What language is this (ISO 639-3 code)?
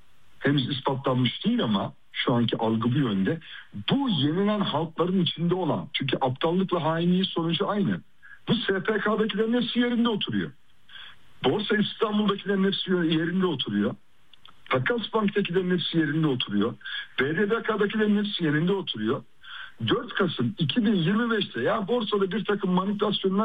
tur